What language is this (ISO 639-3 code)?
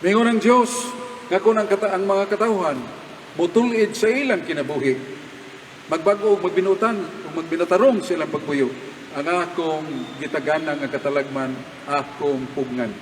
ceb